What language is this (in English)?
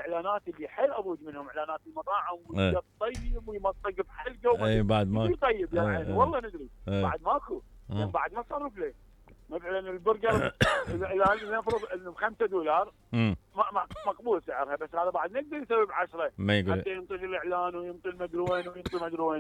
Mesopotamian Arabic